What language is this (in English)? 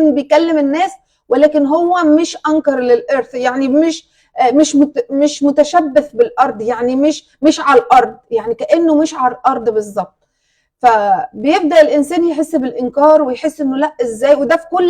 Egyptian Arabic